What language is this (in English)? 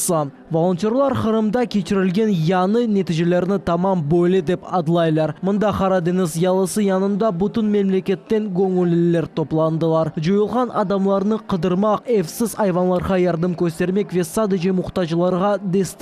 Crimean Tatar